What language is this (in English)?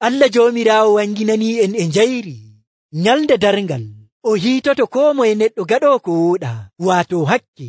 Nigerian Fulfulde